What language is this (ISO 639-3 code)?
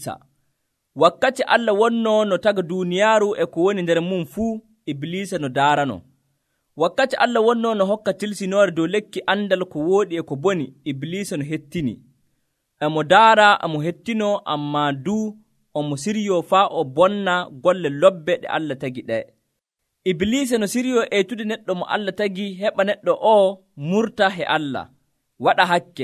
fuv